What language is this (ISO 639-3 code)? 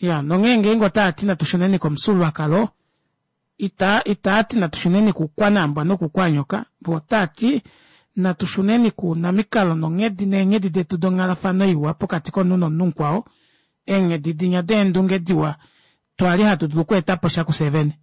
kua